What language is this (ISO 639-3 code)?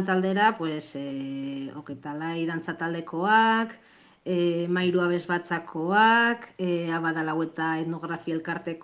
eus